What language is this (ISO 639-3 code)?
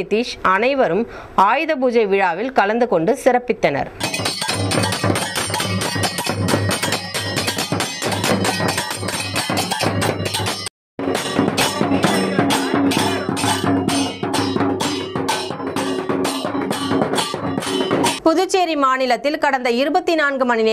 tam